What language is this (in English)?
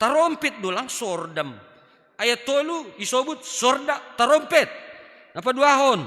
Batak Simalungun